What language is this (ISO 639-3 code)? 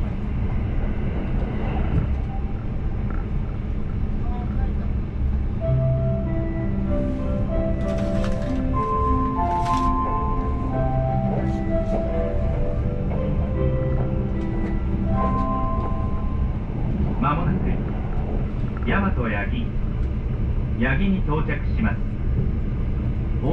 jpn